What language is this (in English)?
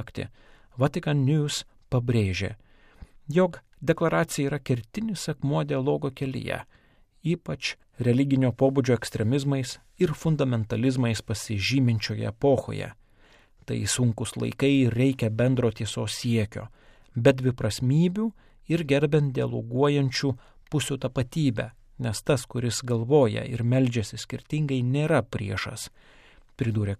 Lithuanian